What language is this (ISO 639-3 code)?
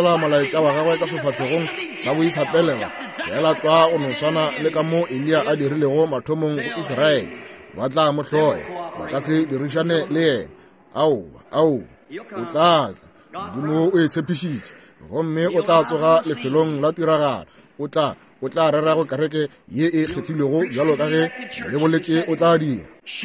nso